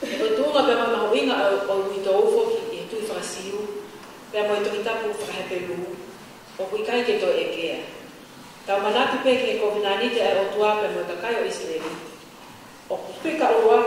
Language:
Tongan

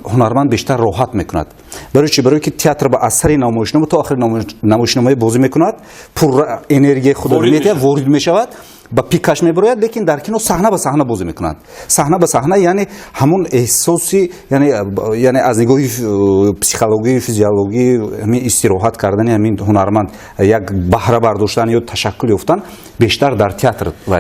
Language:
Tajik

